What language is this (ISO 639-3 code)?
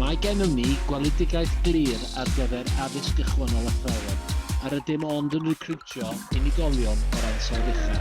cym